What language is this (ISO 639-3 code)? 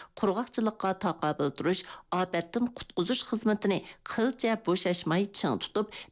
uig